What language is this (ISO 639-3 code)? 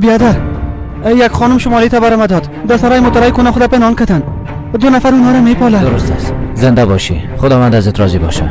fas